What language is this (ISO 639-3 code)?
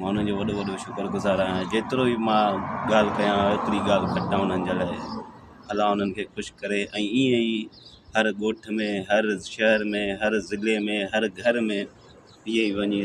snd